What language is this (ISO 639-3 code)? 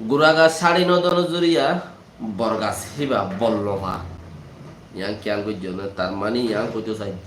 rhg